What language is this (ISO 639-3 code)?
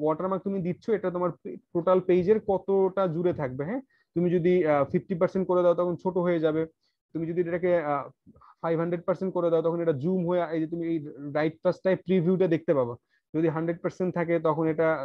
ben